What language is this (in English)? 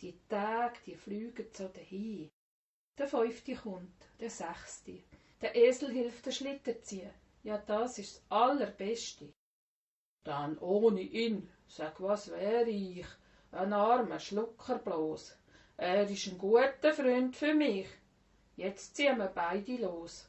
Swiss German